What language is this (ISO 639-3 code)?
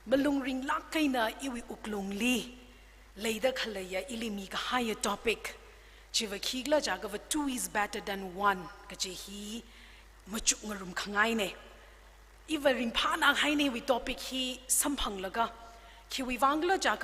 nmf